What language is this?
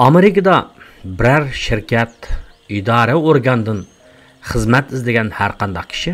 Uyghur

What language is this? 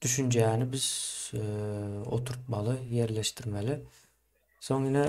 Turkmen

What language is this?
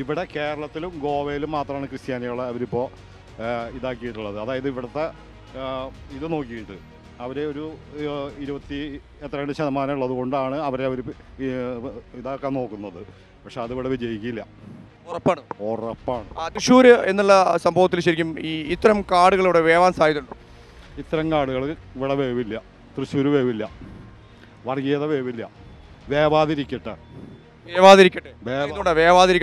Malayalam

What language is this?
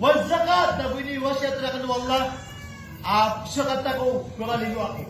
Maranao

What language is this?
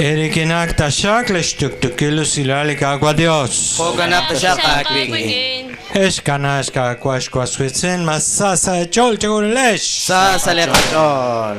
Kekchí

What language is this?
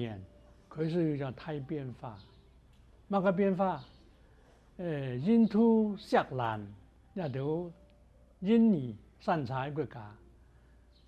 Hakka Chinese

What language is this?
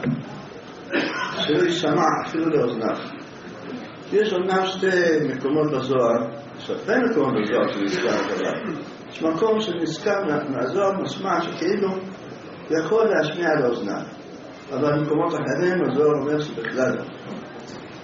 Hebrew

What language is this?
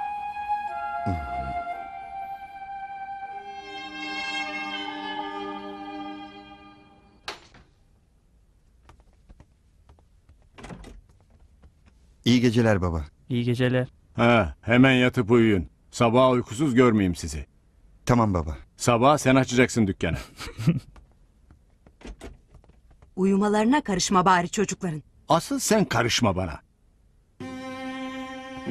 Turkish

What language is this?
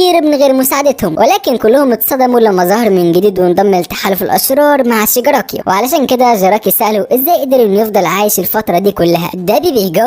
Egyptian Arabic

